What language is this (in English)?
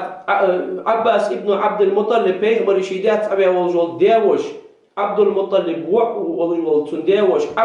Ingush